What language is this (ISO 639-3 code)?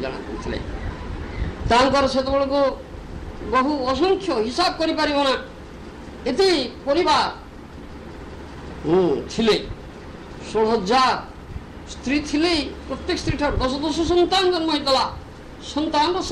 ori